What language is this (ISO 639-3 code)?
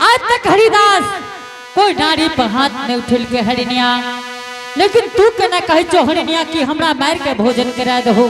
anp